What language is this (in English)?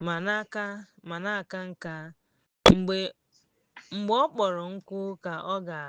Igbo